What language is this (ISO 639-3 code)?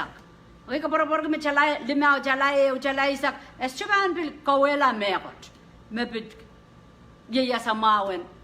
pon